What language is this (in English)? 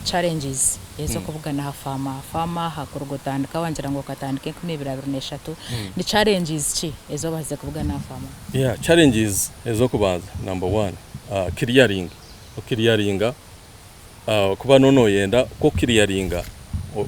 Nyankole